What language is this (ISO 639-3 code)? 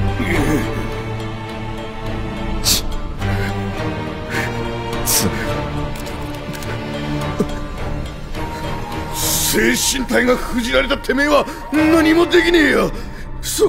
jpn